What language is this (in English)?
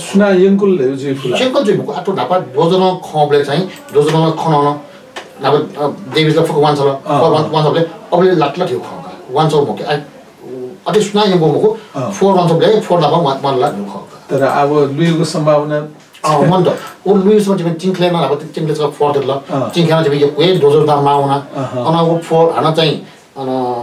Newari